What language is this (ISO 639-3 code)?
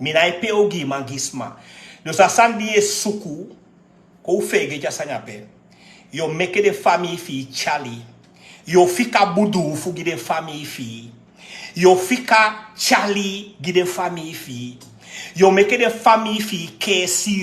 srn